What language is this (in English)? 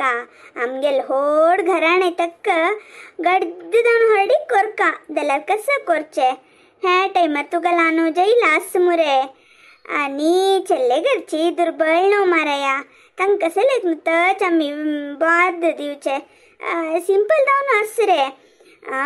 Konkani